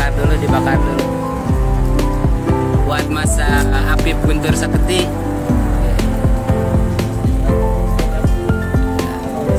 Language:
Indonesian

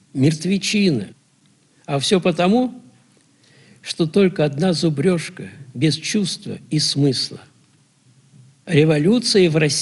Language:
Russian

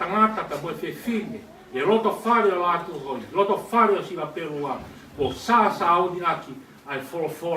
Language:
Tongan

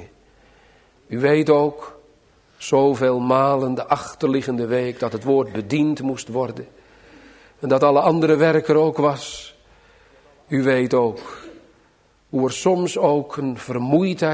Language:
Dutch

